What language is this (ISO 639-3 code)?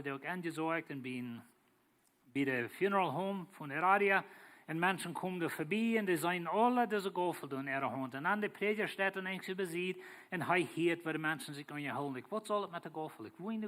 pdt